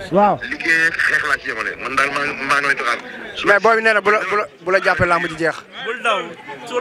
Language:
Wolof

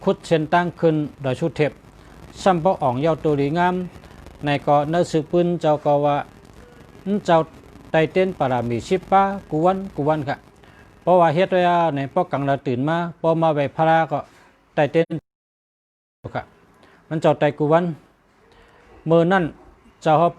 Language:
Shan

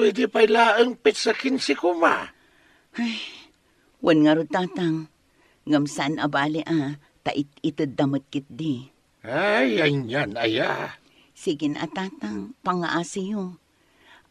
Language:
Iloko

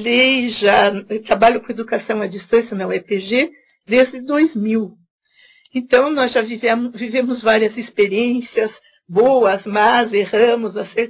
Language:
Portuguese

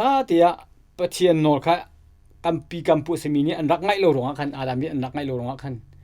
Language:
Hakha Chin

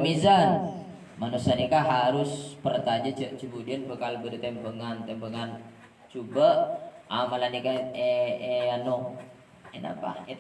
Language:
Madurese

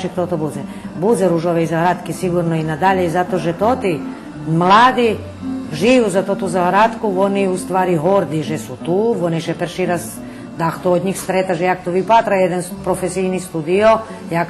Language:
Rusyn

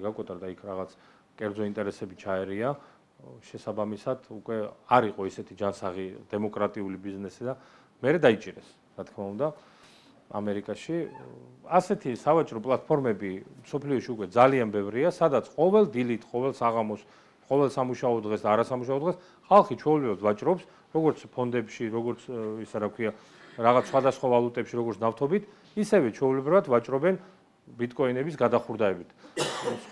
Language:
Georgian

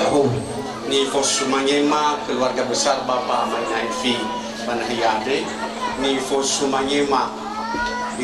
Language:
Nias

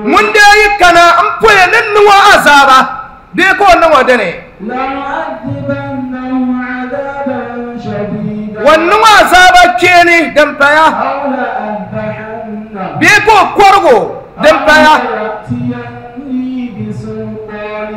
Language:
Dagbani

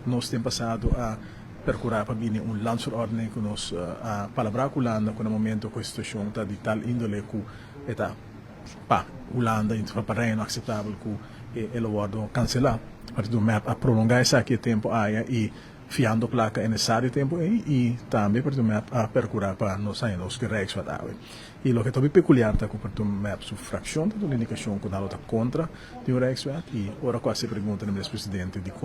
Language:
Papiamento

